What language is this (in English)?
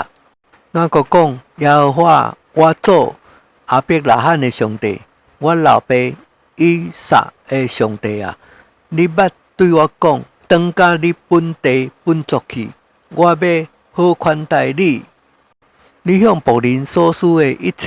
Min Nan Chinese